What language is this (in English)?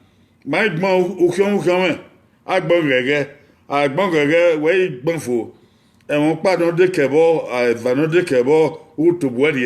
Bini